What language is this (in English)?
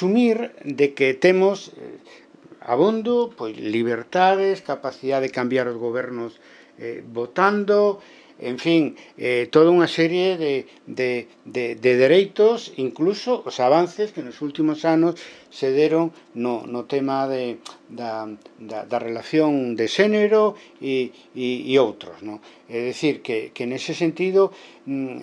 Galician